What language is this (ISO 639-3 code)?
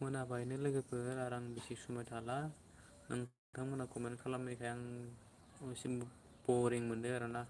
brx